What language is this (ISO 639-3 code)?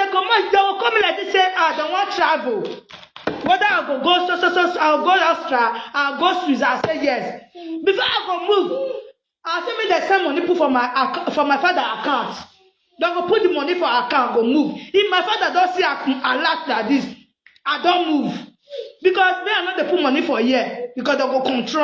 pcm